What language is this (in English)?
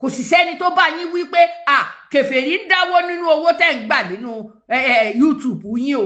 Yoruba